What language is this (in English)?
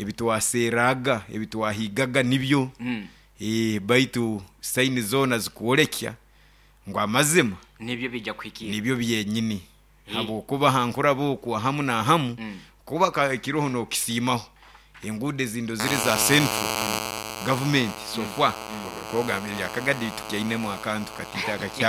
Nyoro